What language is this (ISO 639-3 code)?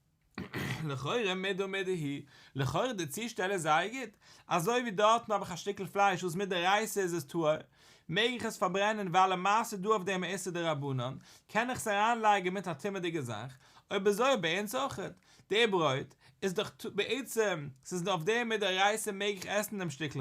yid